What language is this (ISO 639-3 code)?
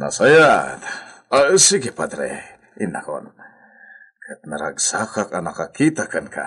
ilo